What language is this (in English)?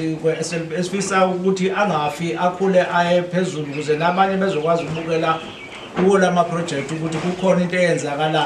Zulu